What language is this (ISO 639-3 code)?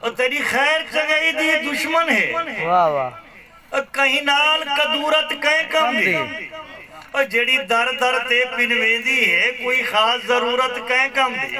skr